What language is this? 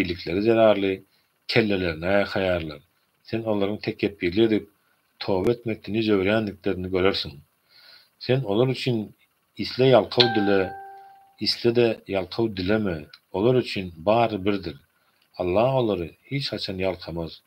Turkmen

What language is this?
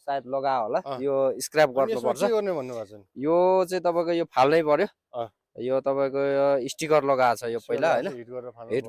Nepali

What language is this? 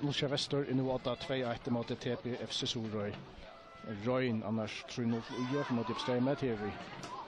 Faroese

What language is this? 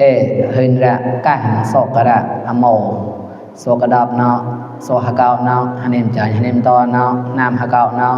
Mon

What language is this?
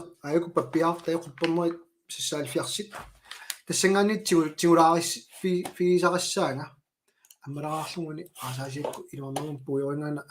Kalaallisut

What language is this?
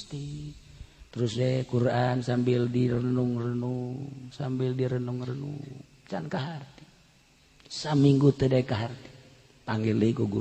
Sundanese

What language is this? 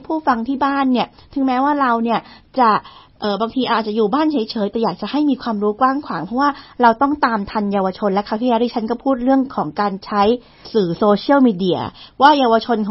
Thai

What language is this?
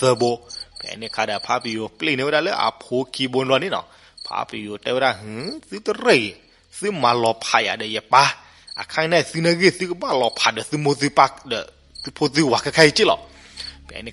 S'gaw Karen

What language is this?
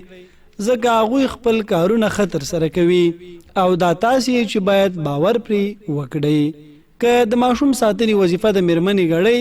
Pashto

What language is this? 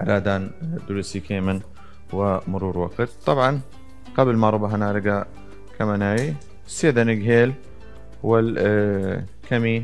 Southern Kurdish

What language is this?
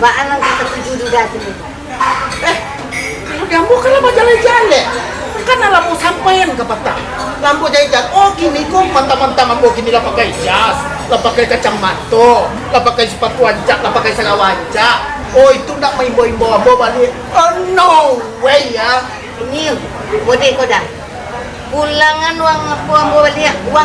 Minangkabau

